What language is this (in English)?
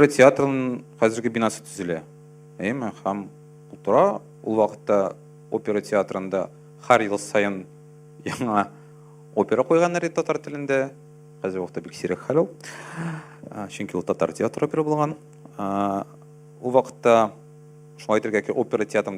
Tatar